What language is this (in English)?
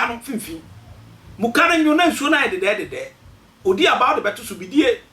Akan